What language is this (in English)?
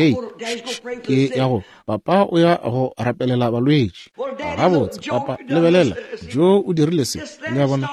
Northern Sotho